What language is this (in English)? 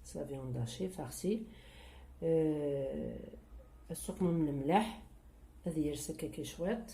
Kabyle